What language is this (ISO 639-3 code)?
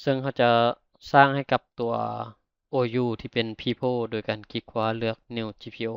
lao